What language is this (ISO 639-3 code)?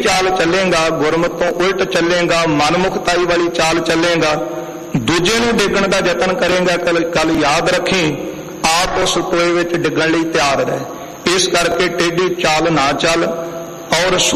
pan